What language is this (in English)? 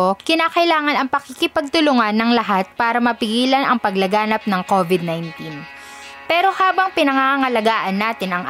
Filipino